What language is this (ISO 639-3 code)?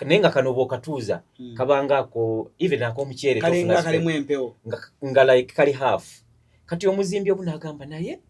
lug